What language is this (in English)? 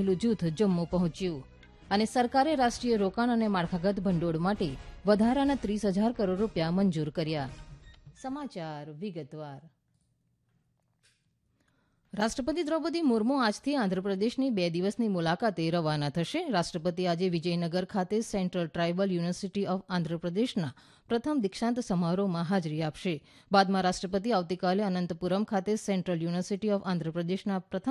Gujarati